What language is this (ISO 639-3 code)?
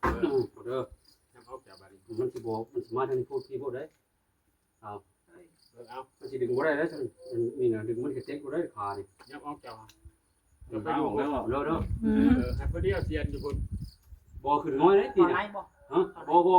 tts